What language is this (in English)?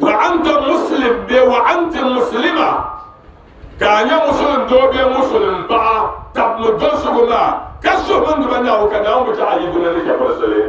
Dagbani